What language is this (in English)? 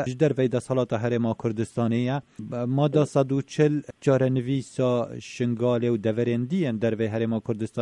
Kurdish